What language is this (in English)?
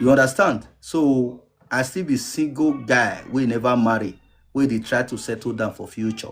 Nigerian Pidgin